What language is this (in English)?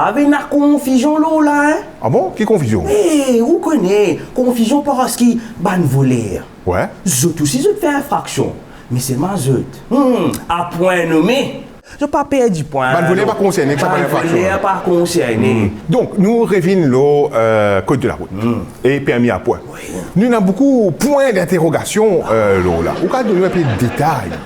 Morisyen